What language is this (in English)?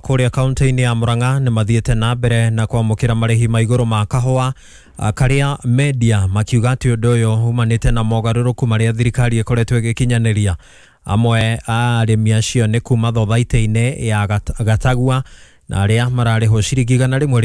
Kikuyu